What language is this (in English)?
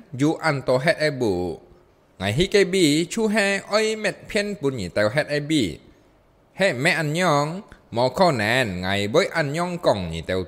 Hakka Chinese